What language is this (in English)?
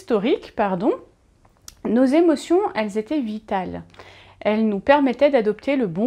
French